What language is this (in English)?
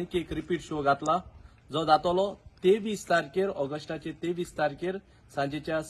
Konkani